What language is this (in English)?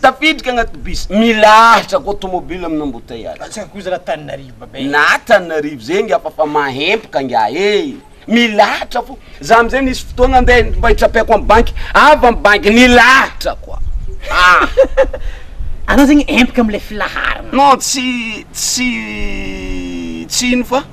Malagasy